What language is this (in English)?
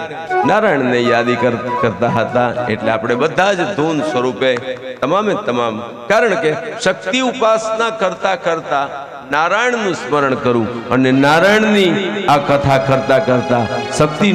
Gujarati